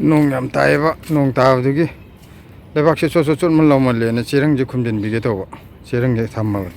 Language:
Manipuri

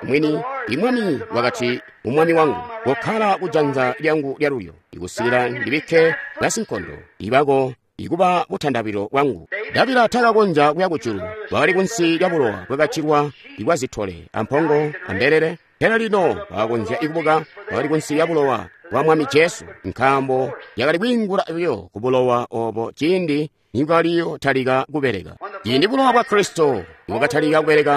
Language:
Tonga (Zambia)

